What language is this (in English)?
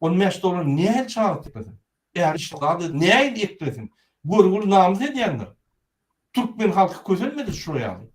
Turkmen